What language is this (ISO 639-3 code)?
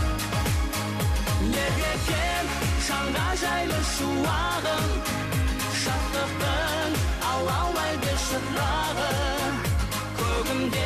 kaz